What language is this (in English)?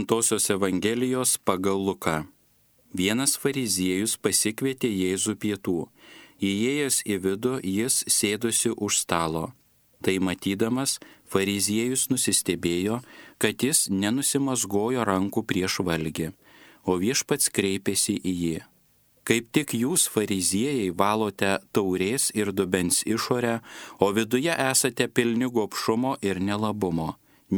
Lithuanian